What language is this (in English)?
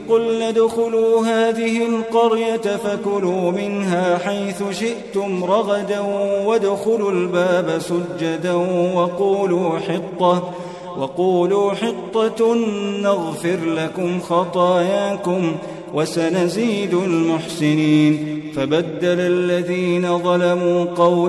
Arabic